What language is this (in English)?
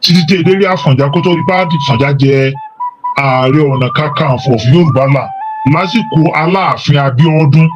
Yoruba